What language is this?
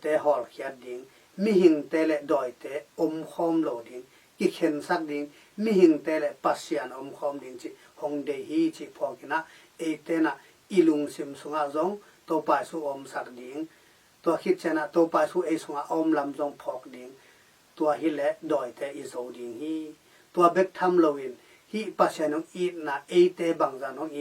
Tedim Chin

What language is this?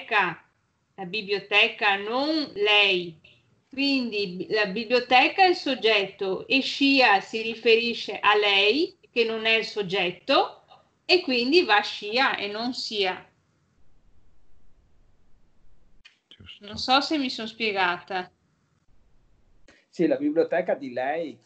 Italian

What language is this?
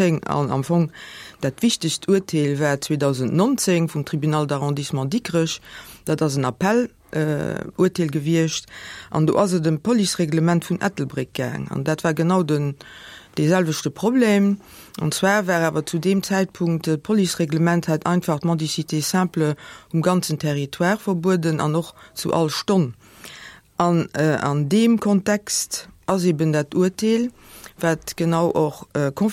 Luxembourgish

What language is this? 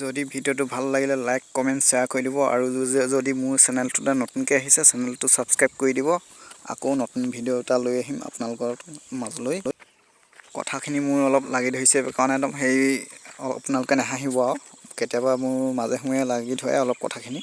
Assamese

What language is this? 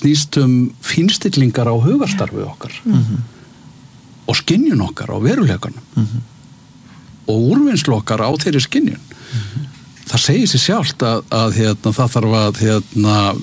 Icelandic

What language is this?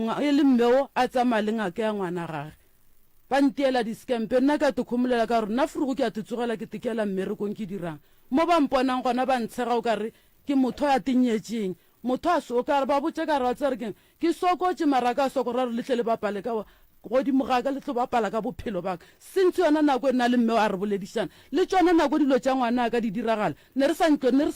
Northern Sotho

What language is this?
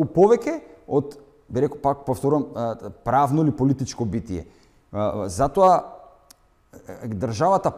Macedonian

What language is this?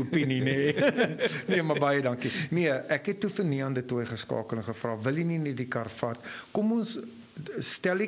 Afrikaans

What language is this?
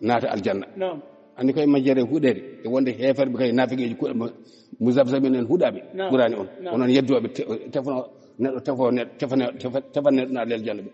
Fula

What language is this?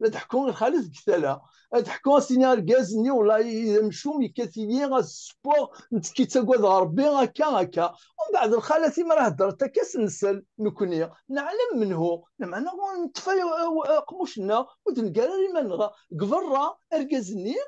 Kabyle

